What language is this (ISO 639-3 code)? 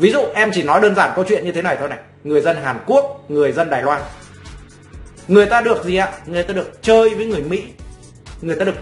vie